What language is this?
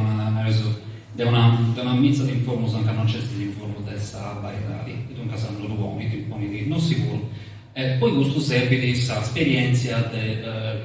Sardinian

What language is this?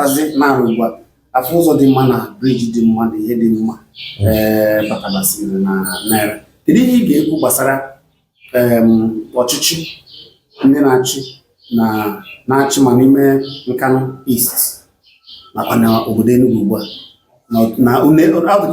Igbo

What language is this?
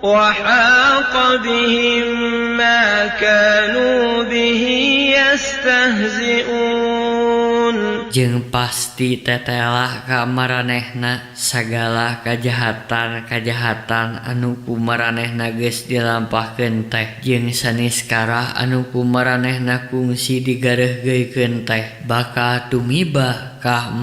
Sundanese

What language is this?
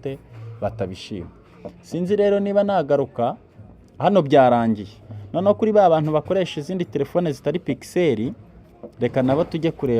Kinyarwanda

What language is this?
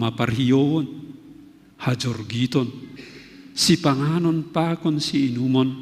Batak Simalungun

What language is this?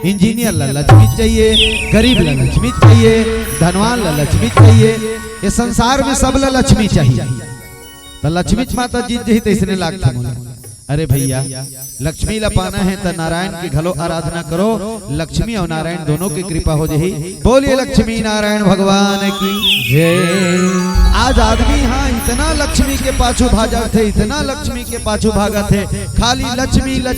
Chhattisgarhi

